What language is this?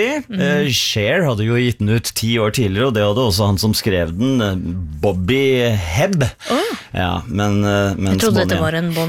Norwegian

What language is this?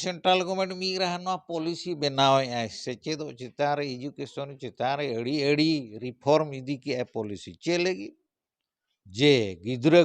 Santali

